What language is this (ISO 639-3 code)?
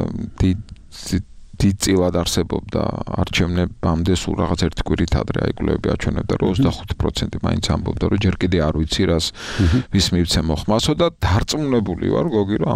kat